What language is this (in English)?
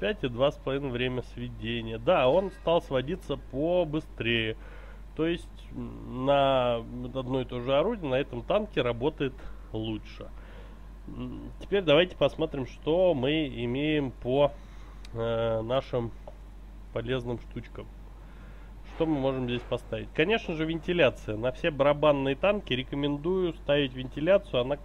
Russian